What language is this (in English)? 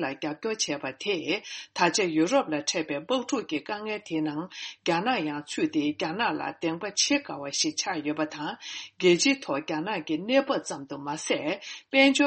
Tibetan